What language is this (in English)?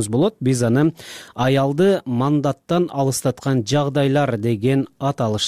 Kyrgyz